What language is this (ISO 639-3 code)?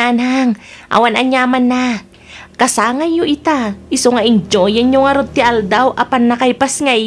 ilo